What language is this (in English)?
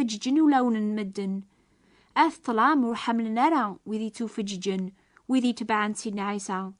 Kabyle